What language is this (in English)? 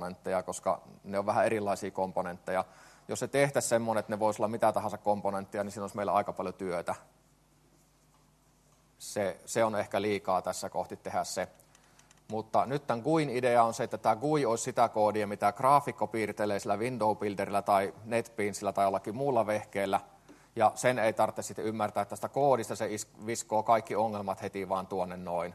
Finnish